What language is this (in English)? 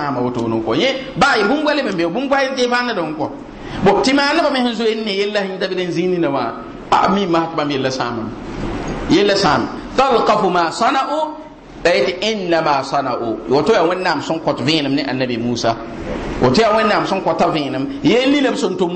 Mossi